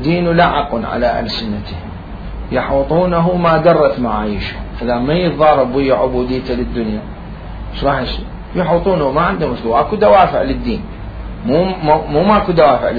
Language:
Mesopotamian Arabic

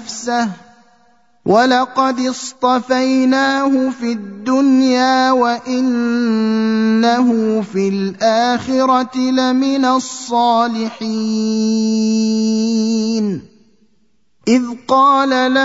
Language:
Arabic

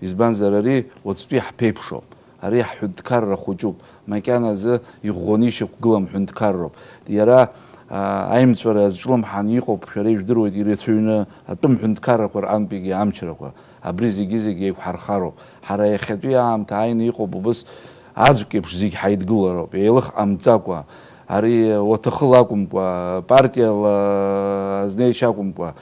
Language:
Abkhazian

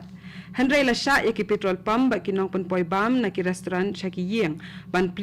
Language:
Khasi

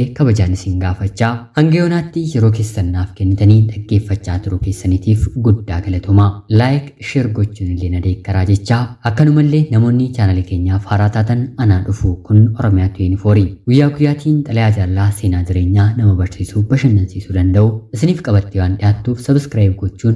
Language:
Oromo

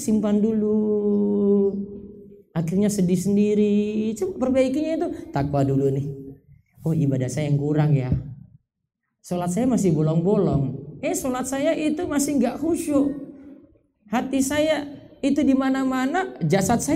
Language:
Indonesian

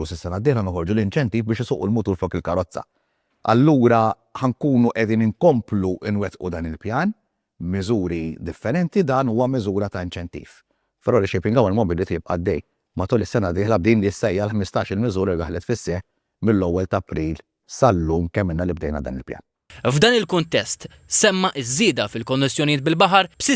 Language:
Maltese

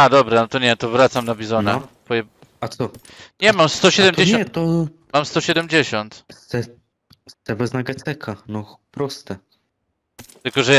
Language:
Polish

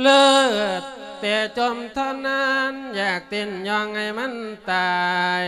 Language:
Lao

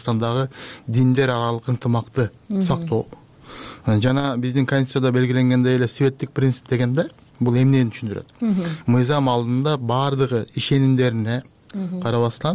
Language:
Kyrgyz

